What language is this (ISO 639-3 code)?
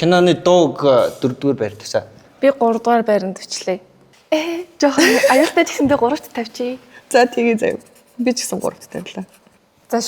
mon